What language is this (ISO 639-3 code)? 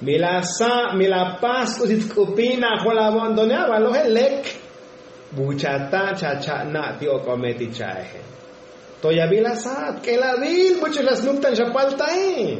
tzo